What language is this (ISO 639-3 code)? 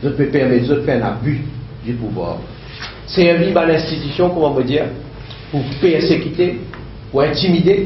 mfe